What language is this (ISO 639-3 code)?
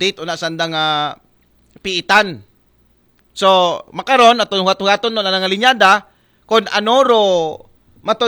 akl